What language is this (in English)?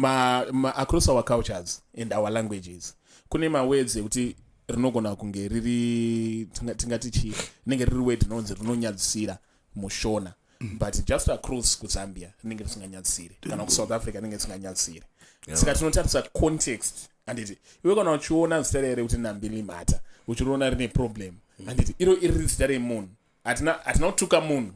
Shona